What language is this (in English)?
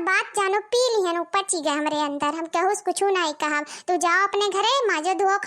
Awadhi